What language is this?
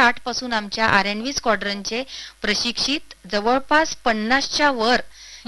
Marathi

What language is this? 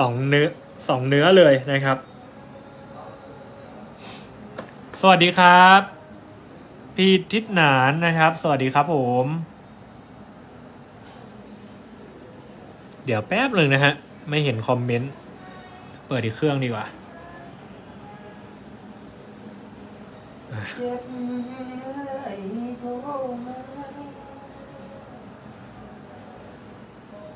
Thai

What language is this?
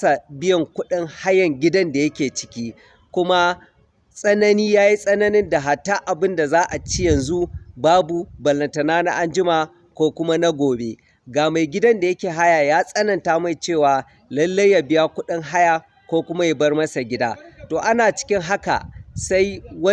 Hausa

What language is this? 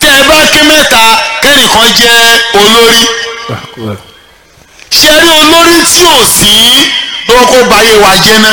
Yoruba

